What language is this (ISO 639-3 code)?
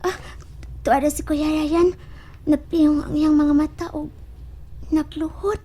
ceb